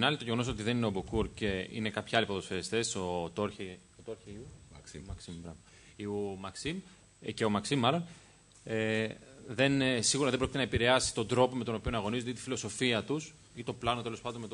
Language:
Greek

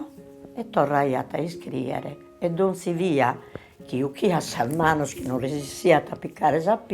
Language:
Sardinian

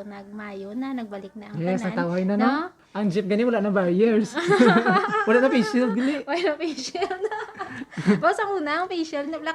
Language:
Hiligaynon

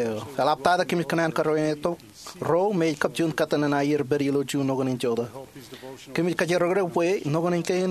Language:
Marshallese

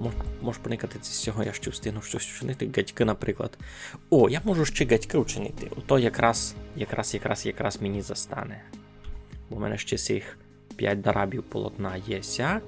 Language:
Rusyn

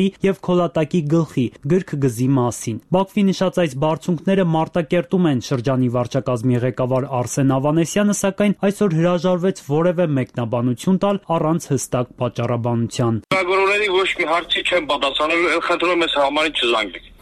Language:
Armenian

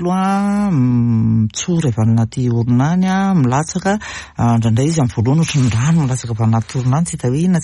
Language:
Malagasy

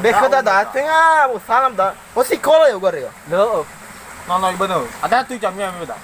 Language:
Nias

